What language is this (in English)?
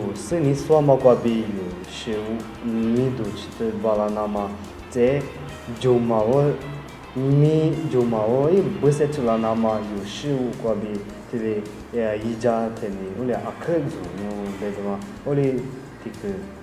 Lisu